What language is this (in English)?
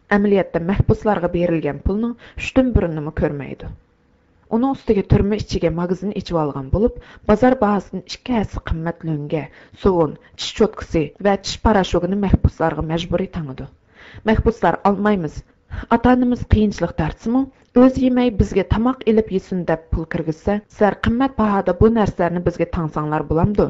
Uyghur